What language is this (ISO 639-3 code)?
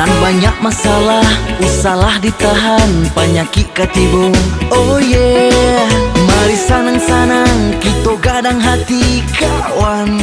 min